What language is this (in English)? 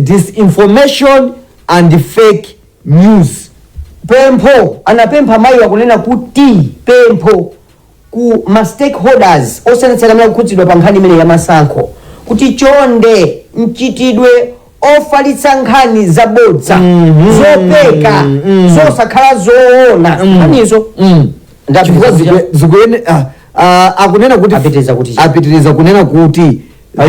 Nyanja